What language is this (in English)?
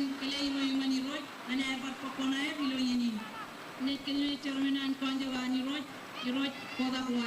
Marshallese